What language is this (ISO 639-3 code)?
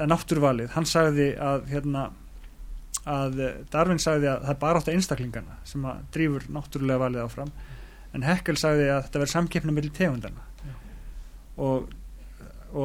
isl